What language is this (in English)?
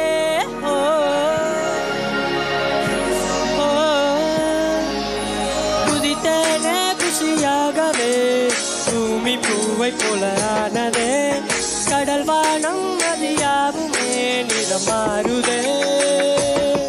Tamil